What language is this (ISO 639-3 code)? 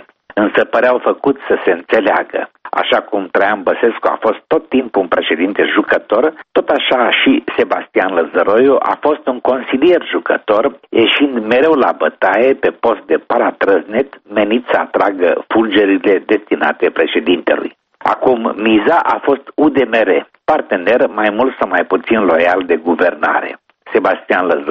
ron